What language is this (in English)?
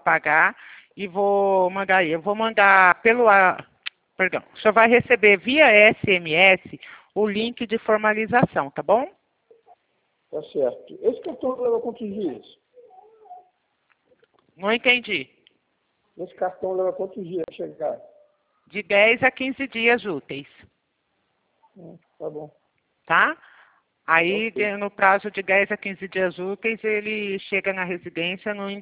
Portuguese